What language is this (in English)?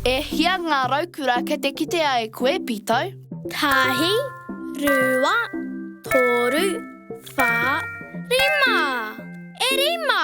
Māori